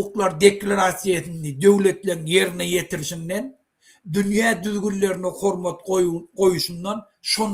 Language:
Turkmen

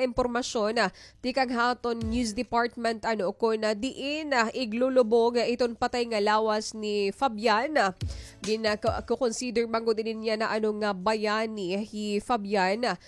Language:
Waray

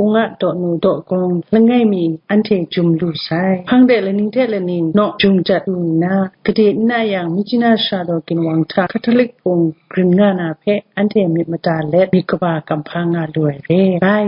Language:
Kachin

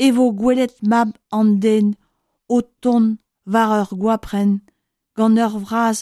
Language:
Breton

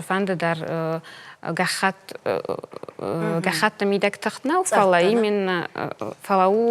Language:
Ossetic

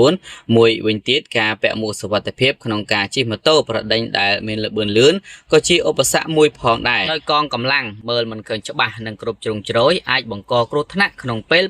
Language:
Khmer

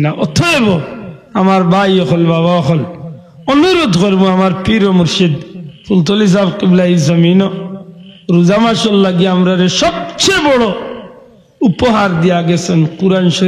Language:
Sylheti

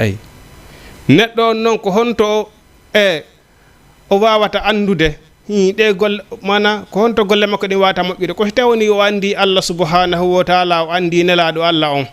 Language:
Fula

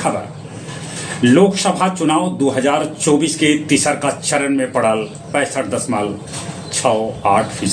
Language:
Magahi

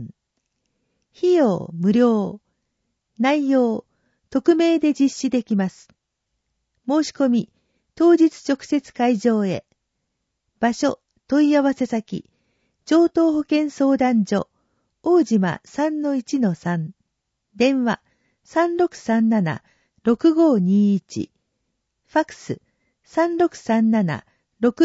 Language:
Japanese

